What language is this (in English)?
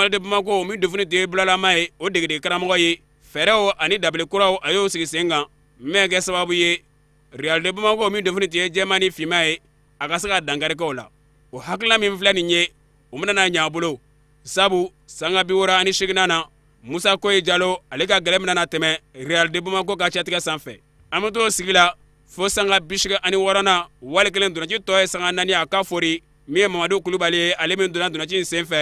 Bambara